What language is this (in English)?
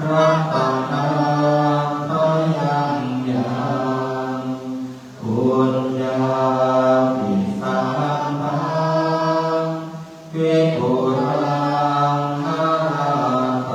Pali